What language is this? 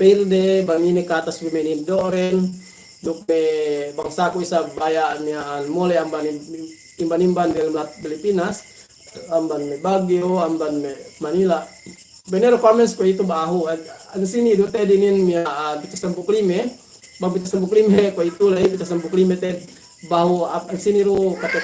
Yakan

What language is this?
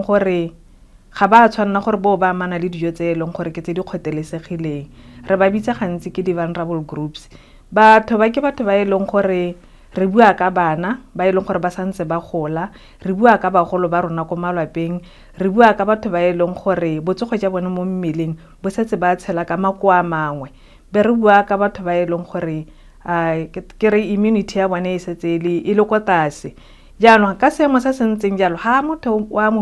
Tswana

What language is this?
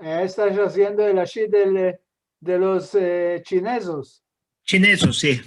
Ladino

